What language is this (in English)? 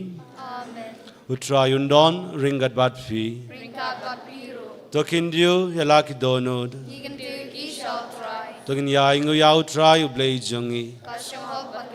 Khasi